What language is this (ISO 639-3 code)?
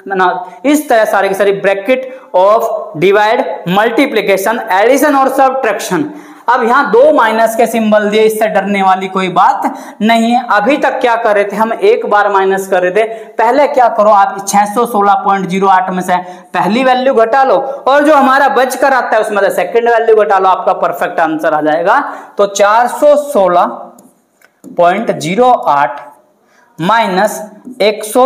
hin